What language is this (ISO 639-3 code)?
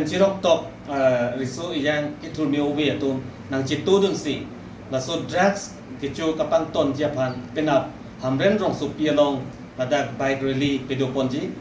mjw